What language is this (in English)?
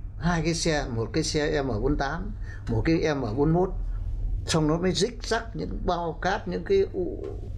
Vietnamese